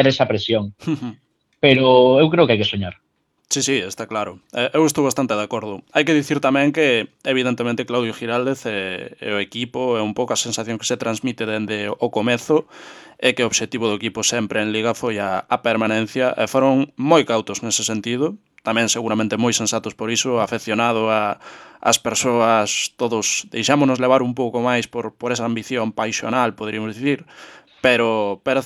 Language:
Galician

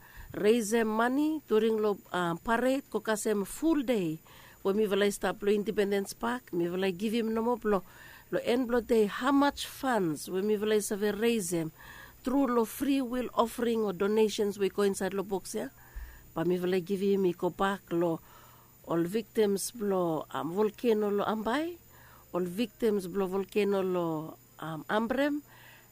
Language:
Bislama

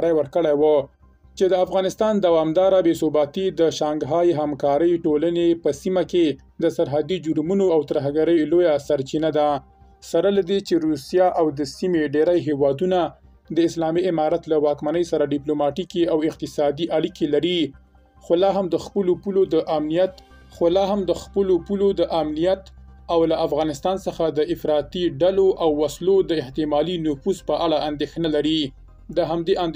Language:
Pashto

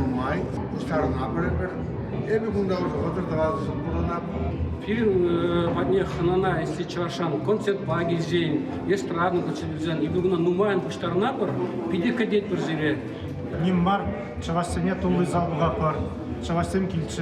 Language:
Chuvash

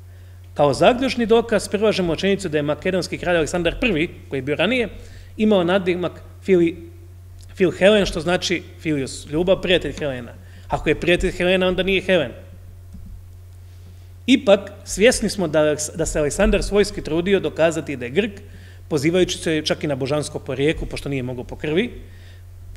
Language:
Croatian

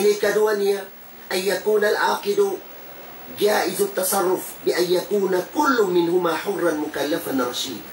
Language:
Tausug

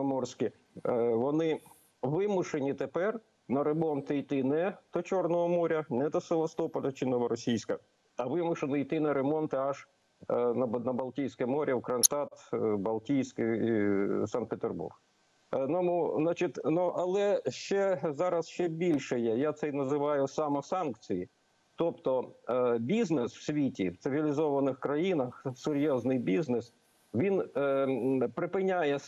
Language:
Ukrainian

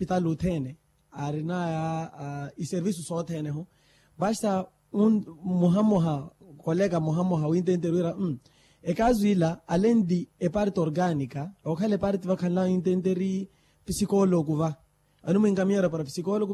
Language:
Makhuwa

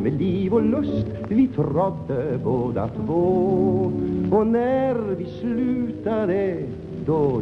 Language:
Swedish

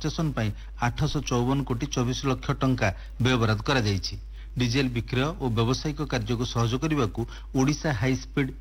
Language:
Odia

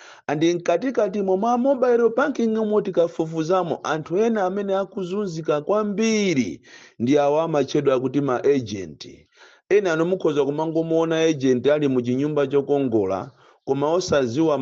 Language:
Nyanja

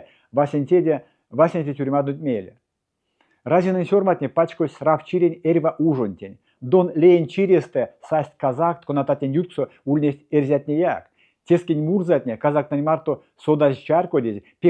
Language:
Erzya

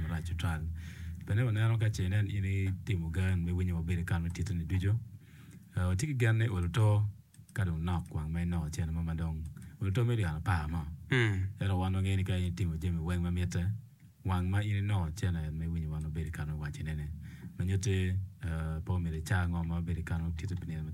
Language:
Acoli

